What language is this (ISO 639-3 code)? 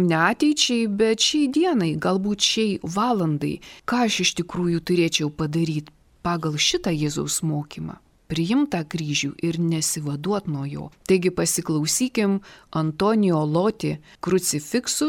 lit